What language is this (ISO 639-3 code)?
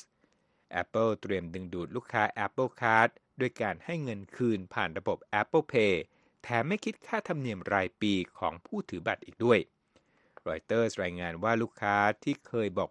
tha